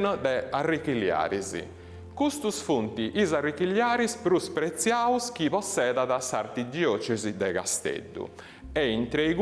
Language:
Sardinian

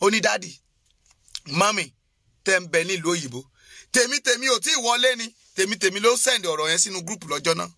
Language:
Yoruba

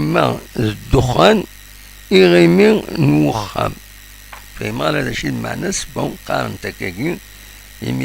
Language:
Kabyle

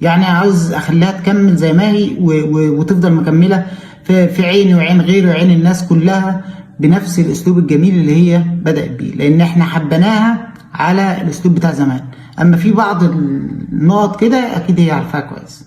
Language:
Egyptian Arabic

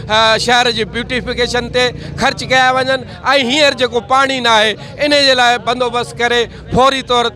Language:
Sindhi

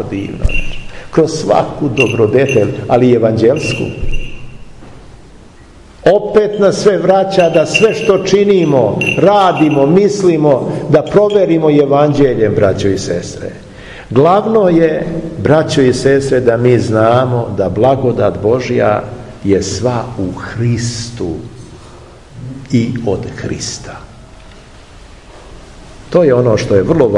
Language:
Serbian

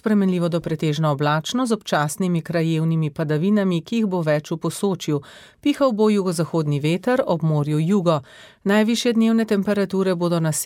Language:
Slovenian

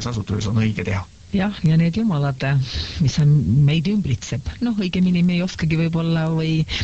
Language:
Estonian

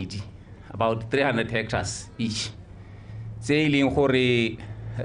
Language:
Tswana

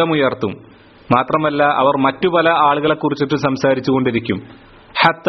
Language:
Malayalam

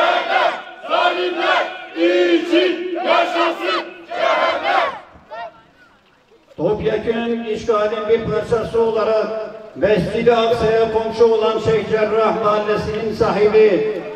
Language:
Turkish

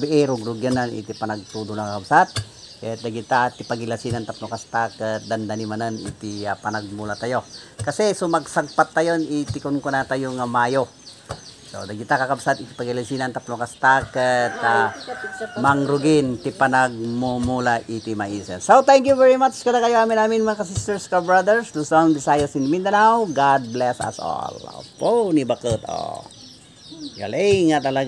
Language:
Iloko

